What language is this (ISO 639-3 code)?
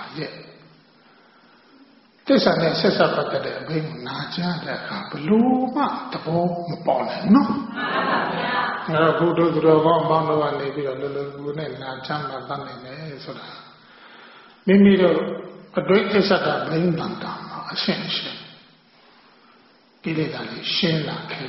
mya